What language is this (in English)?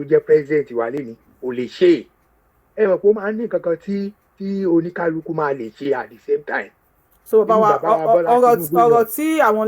Yoruba